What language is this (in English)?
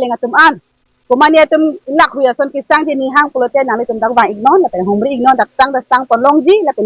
Karbi